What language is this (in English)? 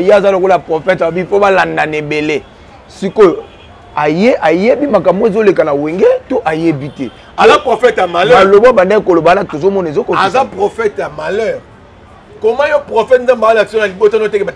Lingala